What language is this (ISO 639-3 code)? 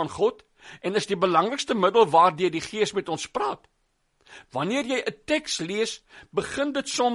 afr